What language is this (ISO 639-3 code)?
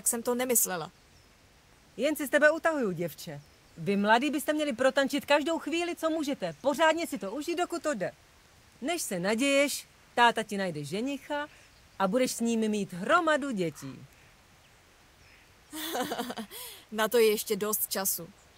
ces